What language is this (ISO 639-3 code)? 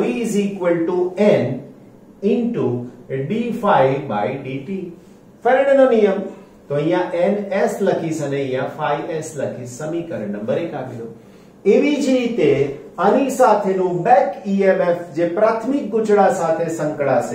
guj